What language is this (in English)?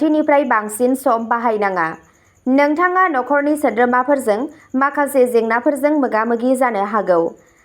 Bodo